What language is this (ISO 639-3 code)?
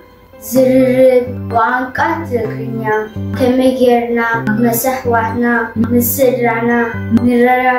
tir